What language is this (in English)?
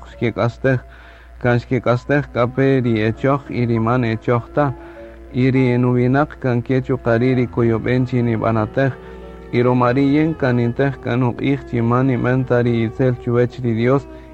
Kaqchikel